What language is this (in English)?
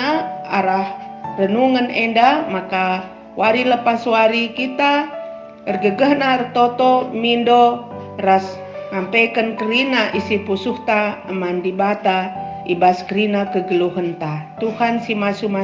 Batak Karo